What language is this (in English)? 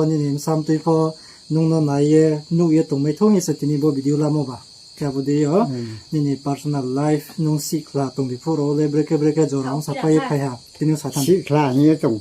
Riang (India)